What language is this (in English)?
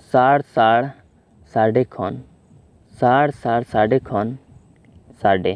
Santali